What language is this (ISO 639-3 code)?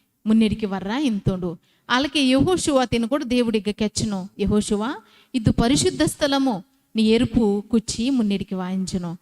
kff